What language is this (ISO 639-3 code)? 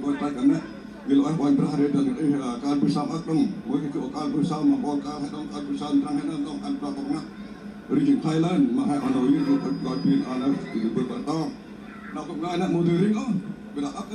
cmo